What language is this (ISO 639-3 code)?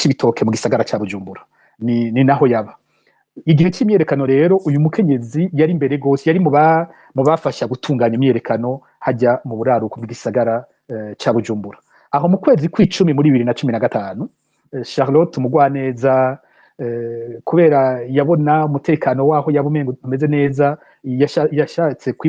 run